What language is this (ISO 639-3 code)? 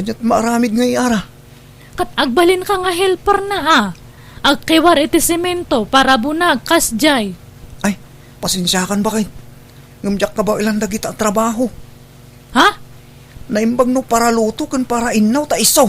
ilo